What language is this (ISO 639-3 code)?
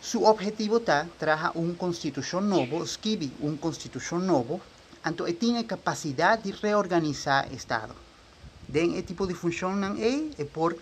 pap